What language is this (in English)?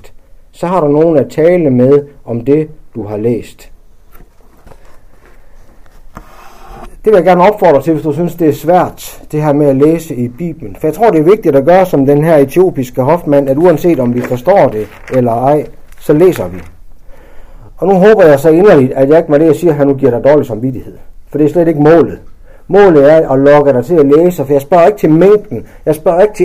Danish